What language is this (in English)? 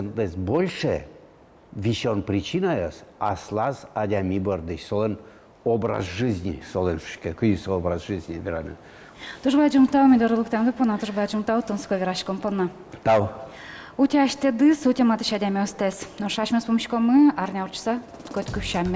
Udmurt